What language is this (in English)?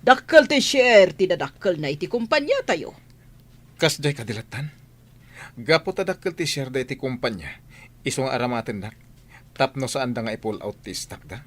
Iloko